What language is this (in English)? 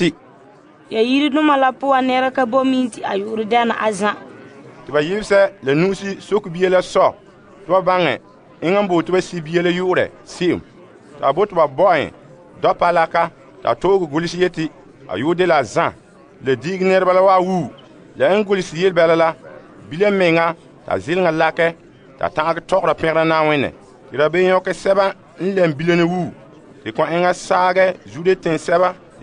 Frafra